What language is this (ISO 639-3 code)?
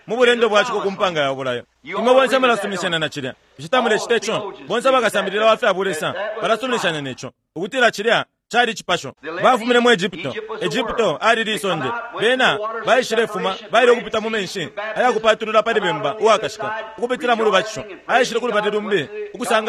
bem